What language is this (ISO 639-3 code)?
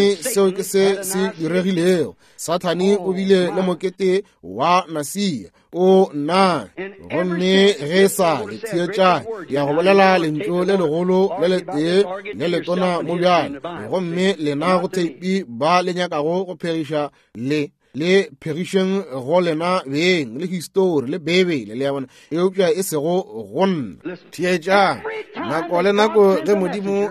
nso